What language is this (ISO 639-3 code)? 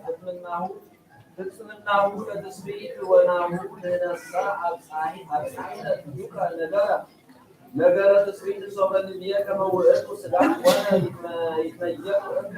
tir